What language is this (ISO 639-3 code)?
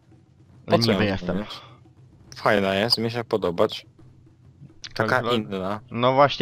pol